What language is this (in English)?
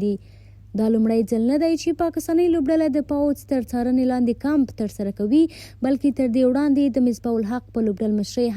Pashto